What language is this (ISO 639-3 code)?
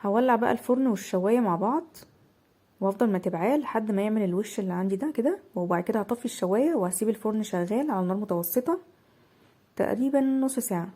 arz